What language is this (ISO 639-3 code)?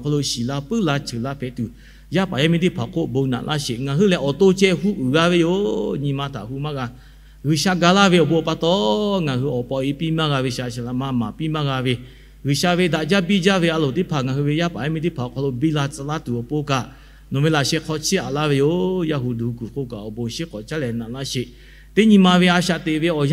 lhu